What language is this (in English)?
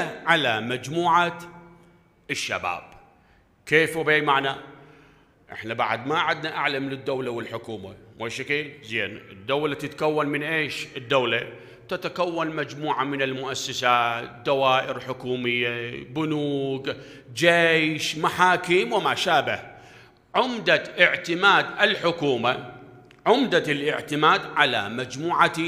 Mesopotamian Arabic